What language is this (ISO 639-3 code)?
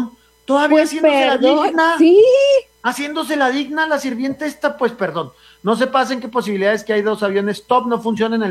spa